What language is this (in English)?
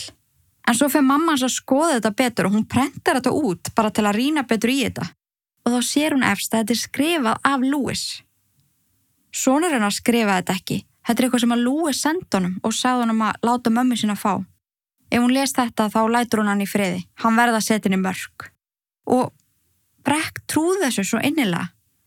Icelandic